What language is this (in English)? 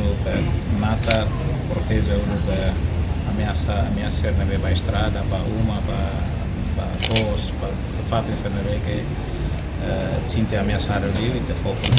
Tetum